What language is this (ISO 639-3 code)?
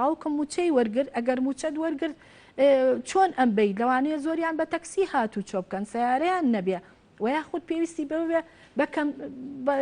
ckb